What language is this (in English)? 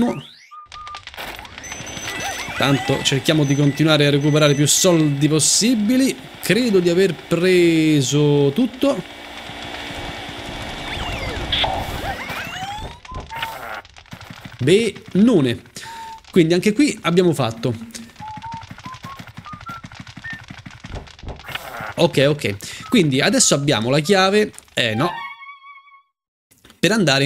Italian